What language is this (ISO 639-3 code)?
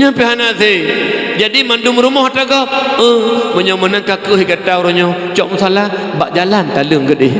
ace